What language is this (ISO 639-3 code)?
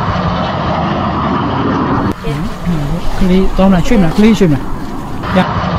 mya